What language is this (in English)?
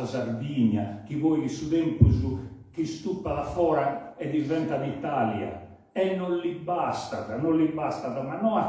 Sardinian